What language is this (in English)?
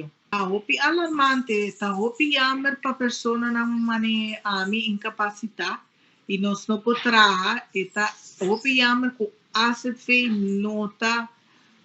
Papiamento